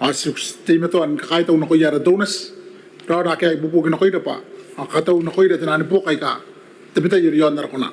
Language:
Gilbertese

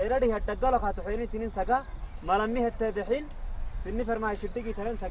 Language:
Saho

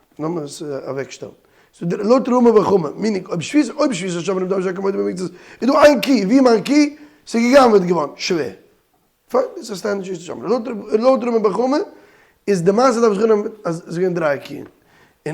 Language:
Yiddish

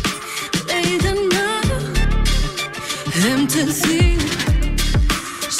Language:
Icelandic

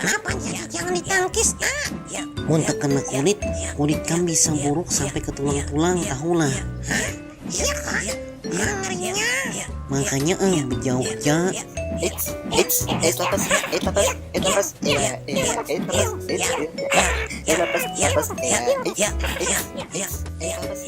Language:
Banjar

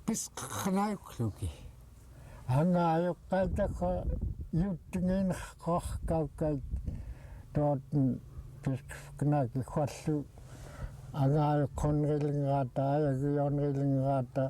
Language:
Central Yupik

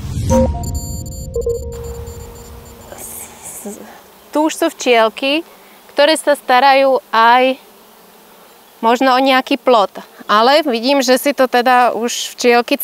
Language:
Slovak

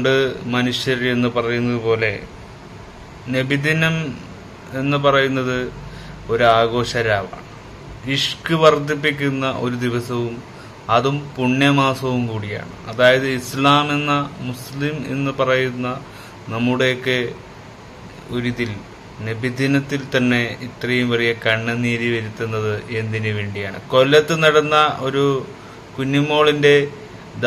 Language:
Malayalam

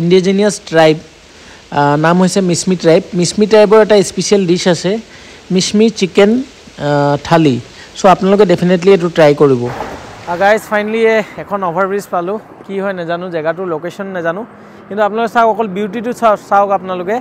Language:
Assamese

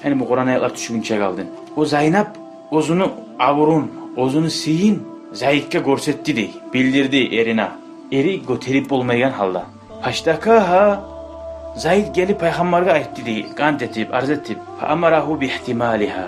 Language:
Kumyk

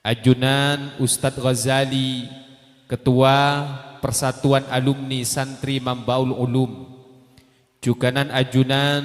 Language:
Madurese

